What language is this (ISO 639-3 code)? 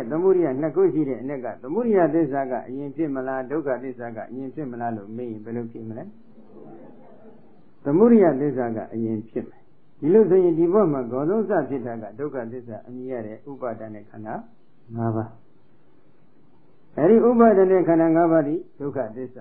mya